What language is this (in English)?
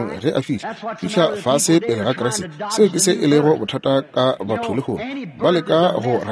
Northern Sotho